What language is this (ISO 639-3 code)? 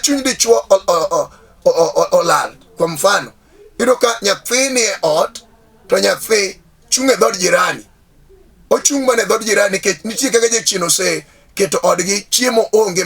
luo